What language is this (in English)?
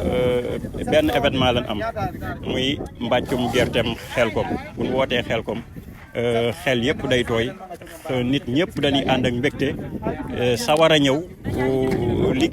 Wolof